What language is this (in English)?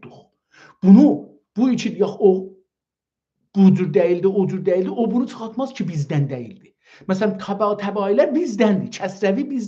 South Azerbaijani